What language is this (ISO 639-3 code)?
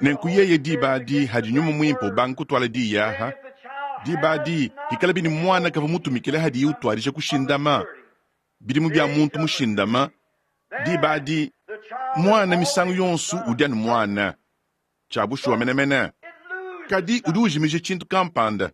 lua